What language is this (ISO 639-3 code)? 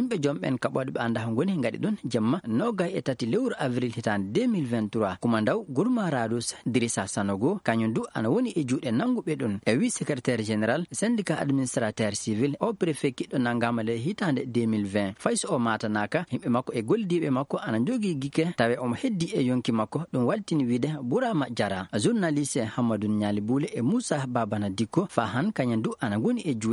ful